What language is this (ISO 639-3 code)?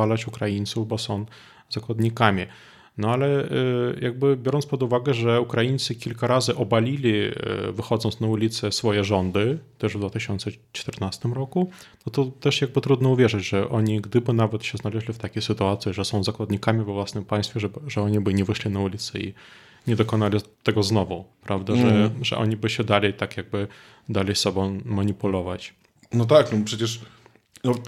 pol